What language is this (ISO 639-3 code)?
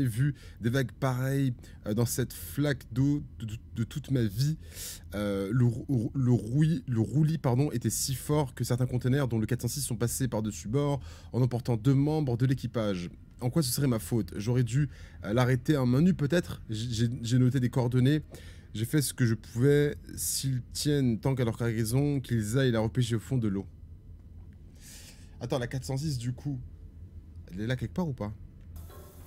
fra